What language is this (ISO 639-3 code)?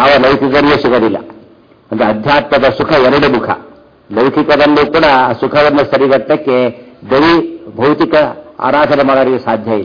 kan